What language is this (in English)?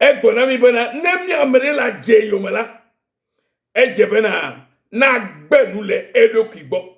Ewe